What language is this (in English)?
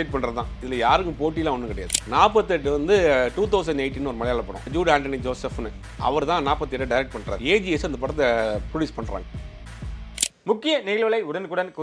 Tamil